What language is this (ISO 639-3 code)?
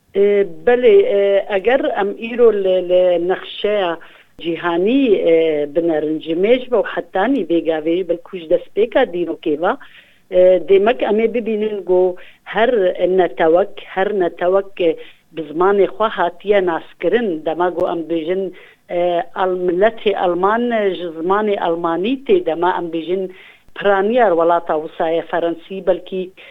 kur